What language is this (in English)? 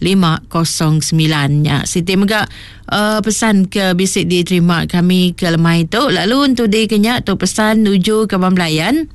Iban